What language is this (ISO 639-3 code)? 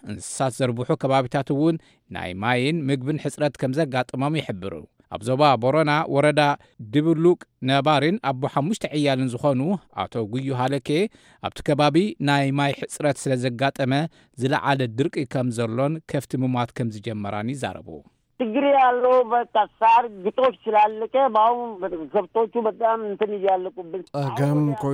tir